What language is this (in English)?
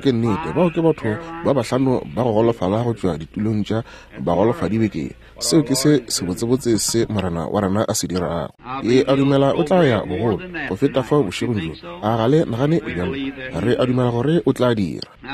Northern Sotho